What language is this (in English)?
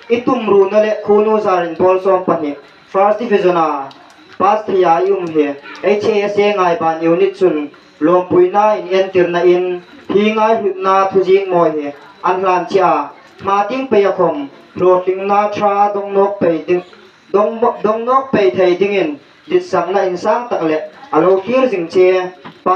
Hmar